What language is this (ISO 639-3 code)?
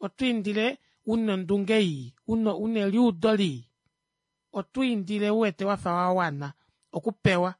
kua